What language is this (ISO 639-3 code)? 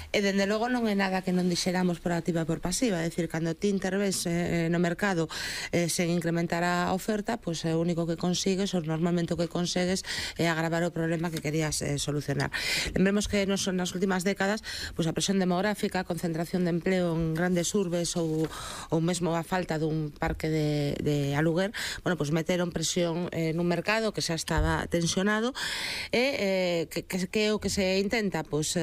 glg